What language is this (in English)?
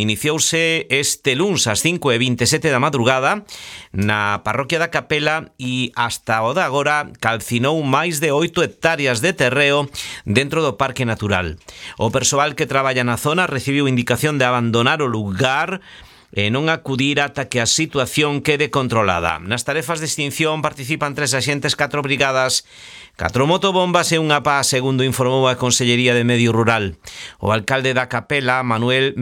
Galician